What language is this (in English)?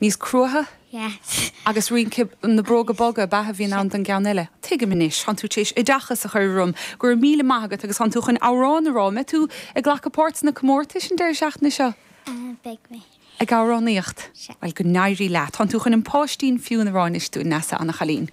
Irish